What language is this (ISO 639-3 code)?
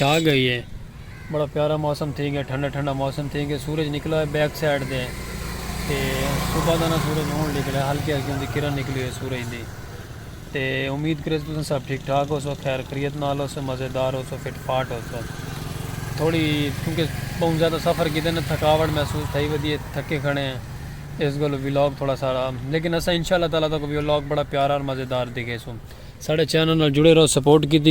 skr